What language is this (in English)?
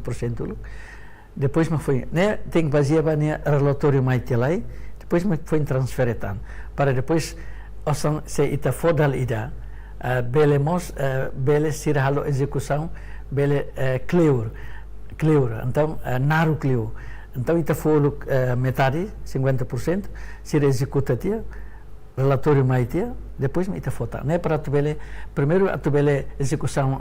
Tetum